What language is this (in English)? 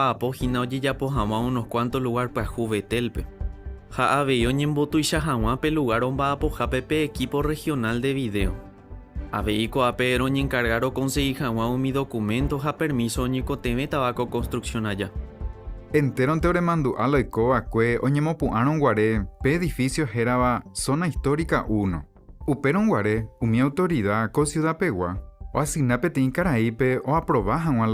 Guarani